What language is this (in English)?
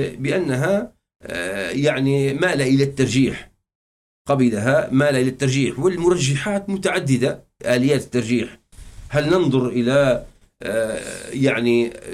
Arabic